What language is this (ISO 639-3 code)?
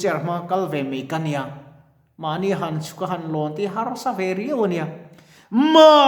lus